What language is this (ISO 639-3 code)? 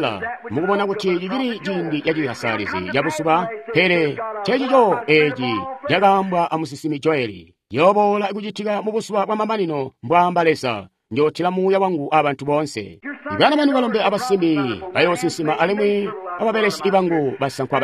toi